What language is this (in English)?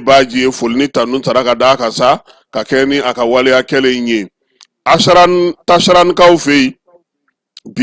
Bambara